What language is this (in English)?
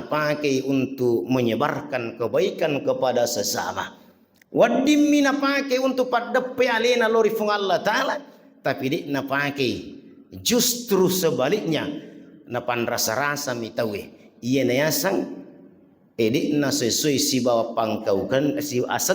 Buginese